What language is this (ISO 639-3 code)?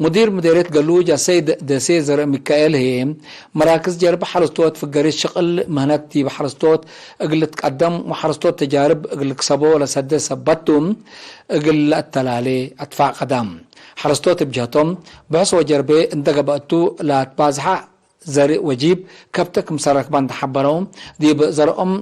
tig